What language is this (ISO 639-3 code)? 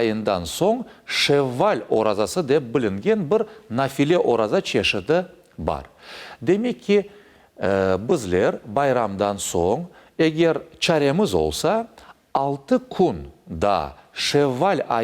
crh